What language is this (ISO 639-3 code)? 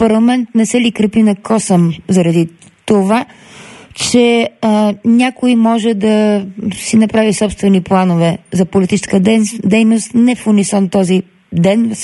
bul